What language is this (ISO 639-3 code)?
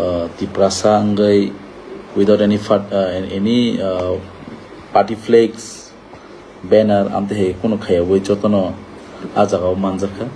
trp